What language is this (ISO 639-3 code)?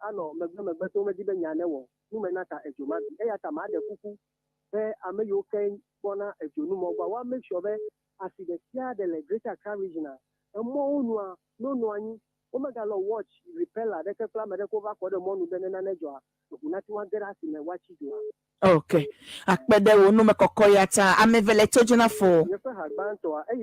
ewe